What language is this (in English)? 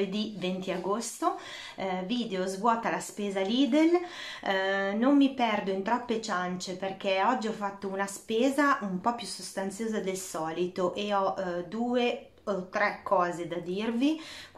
Italian